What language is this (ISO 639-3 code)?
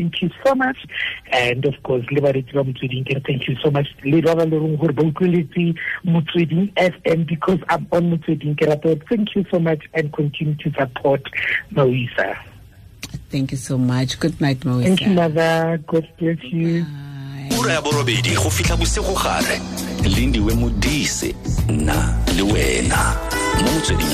tsn